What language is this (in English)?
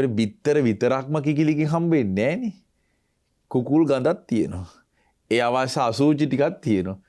Sinhala